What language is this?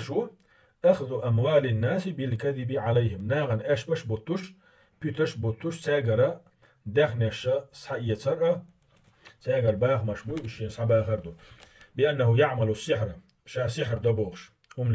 Chechen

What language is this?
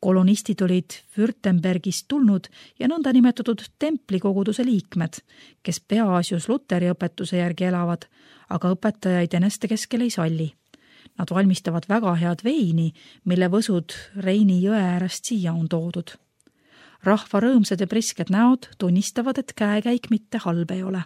Estonian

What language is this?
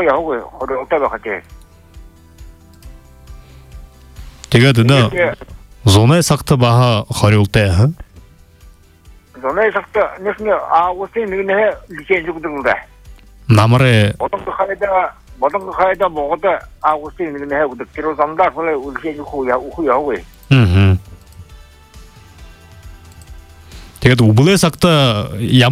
Buriat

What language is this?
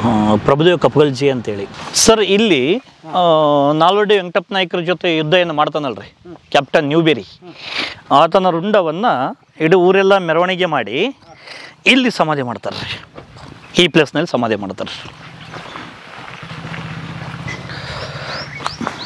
Kannada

